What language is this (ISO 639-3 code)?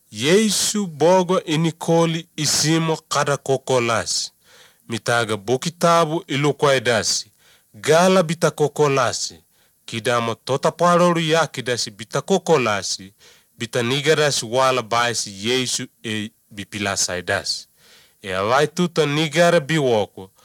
lit